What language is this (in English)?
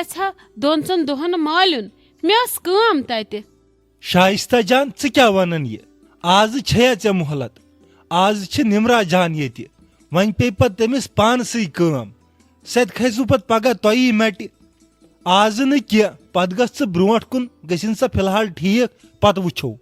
Kashmiri